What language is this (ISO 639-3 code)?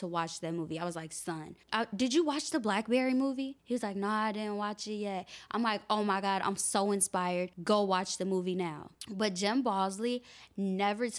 eng